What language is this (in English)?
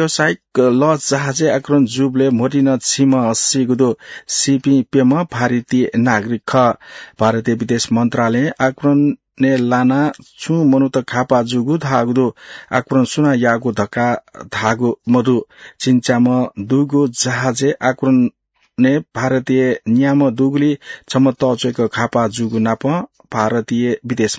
Newari